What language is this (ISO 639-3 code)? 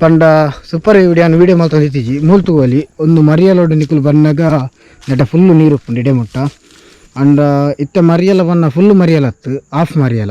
tcy